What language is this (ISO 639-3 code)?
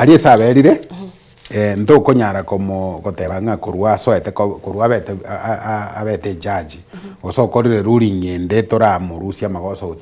guz